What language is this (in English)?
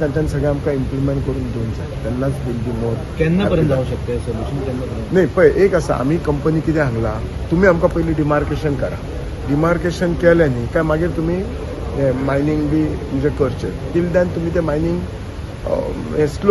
Konkani